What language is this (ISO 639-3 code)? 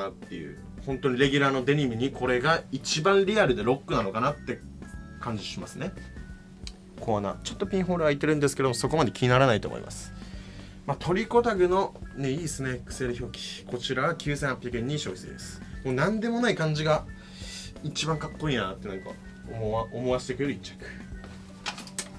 jpn